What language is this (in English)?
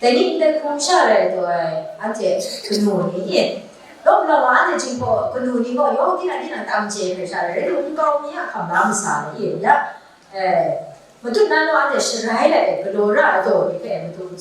Kachin